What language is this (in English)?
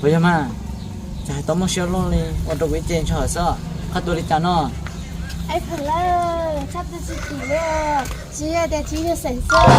Hmong